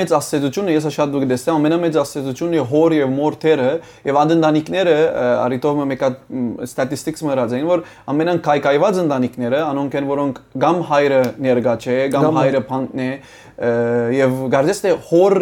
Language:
Western Armenian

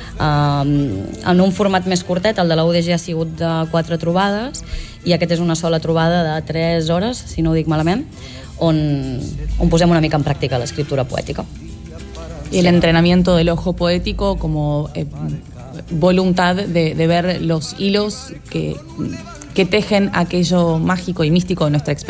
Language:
Catalan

